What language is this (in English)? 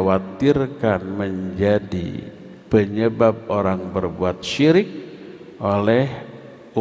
Indonesian